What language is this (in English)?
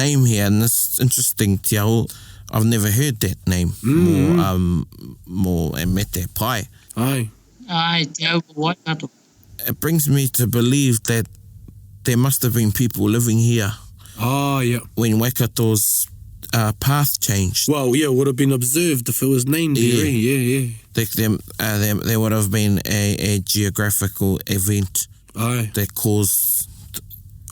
Māori